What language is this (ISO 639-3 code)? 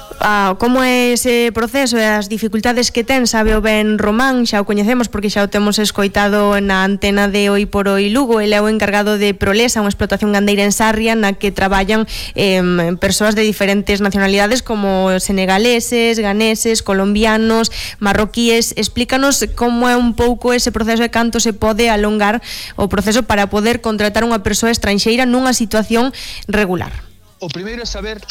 glg